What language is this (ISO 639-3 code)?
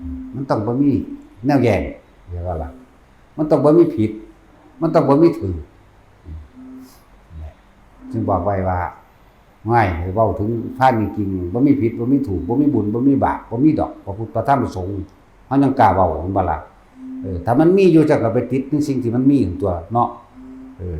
tts